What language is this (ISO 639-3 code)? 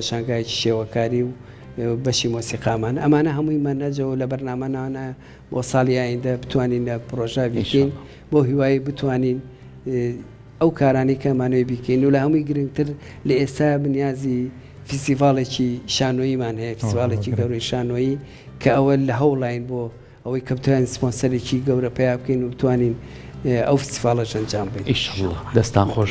ckb